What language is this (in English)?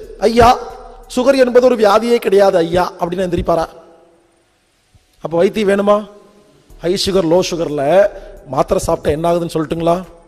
Tamil